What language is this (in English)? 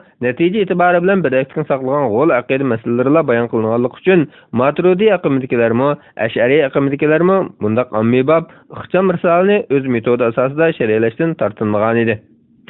Uyghur